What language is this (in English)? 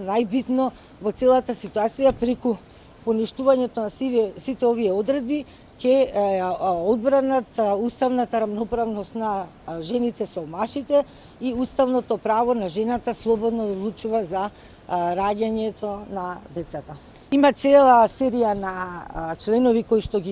Macedonian